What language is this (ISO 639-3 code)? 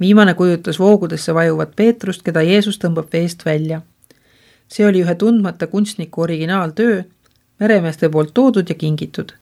est